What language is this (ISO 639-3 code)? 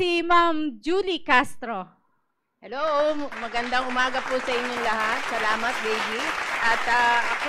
fil